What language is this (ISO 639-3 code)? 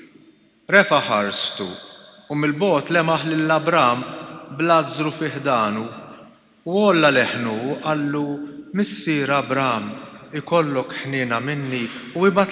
mlt